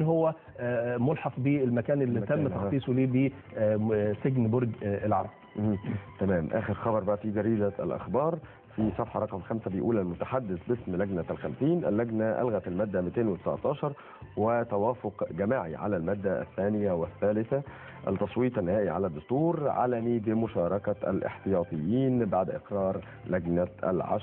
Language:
Egyptian Arabic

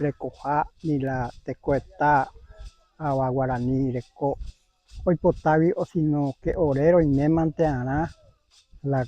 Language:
Guarani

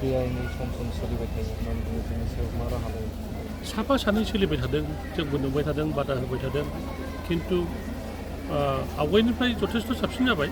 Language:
Bodo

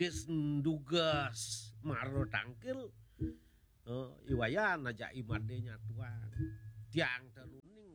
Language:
Balinese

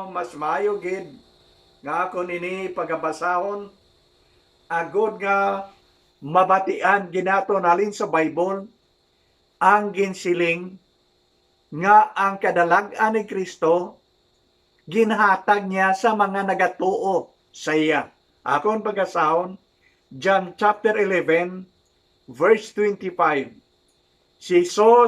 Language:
Hiligaynon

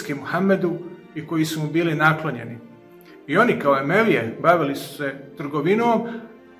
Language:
Bosnian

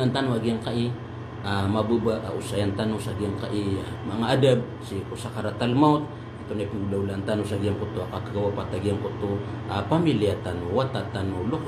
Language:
Maranao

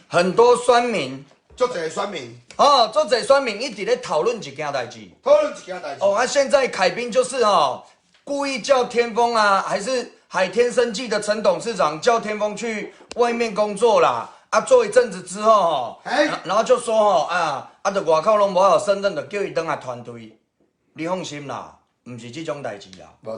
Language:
Min Nan Chinese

